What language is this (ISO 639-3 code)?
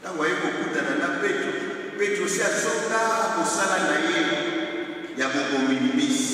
lin